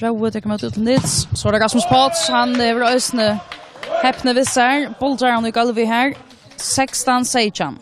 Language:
Faroese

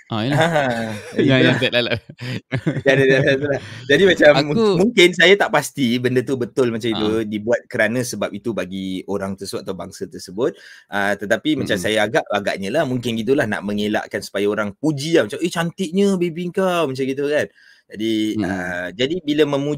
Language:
Malay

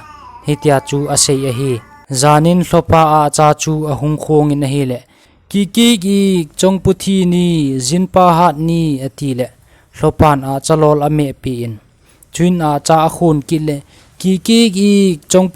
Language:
Thado Chin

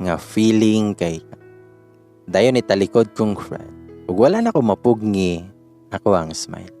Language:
Cebuano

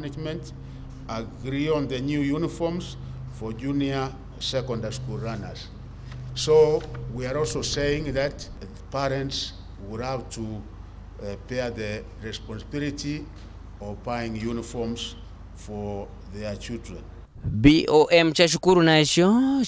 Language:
Meru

